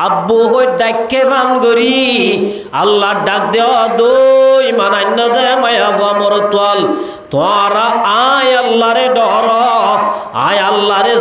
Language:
Rohingya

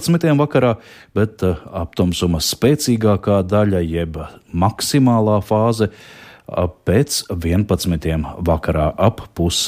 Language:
Latvian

